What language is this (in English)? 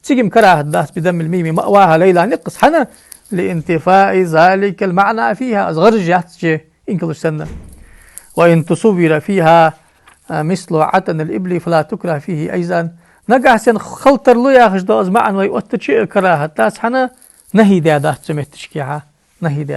Ingush